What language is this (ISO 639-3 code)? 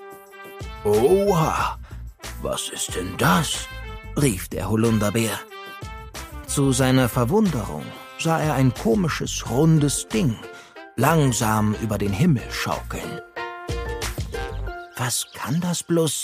deu